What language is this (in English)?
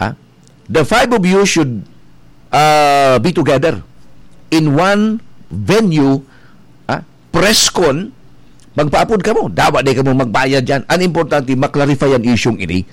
Bikol